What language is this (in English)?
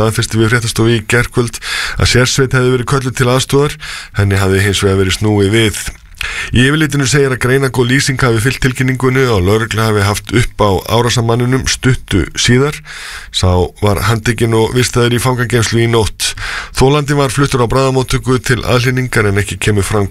Icelandic